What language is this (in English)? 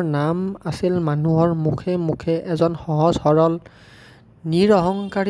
Assamese